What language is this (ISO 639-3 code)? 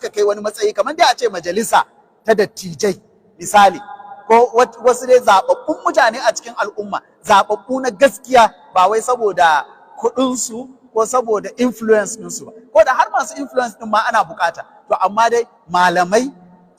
hau